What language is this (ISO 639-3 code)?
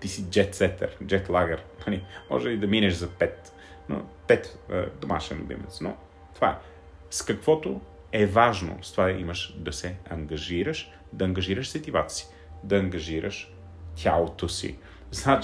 bul